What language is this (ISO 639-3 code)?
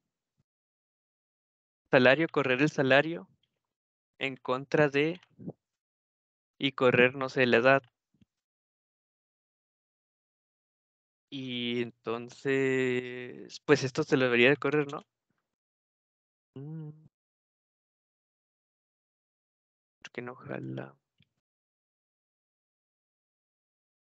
spa